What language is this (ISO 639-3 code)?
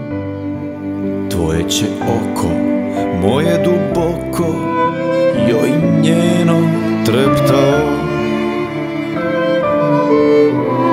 srp